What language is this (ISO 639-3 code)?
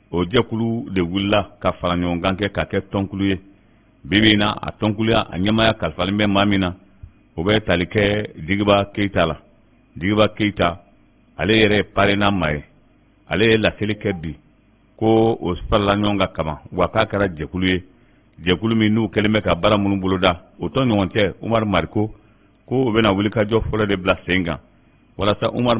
bam